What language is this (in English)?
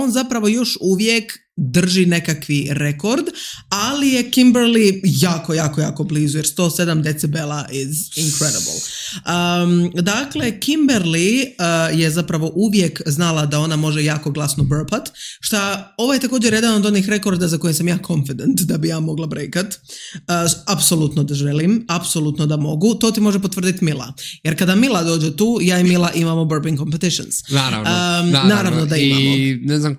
Serbian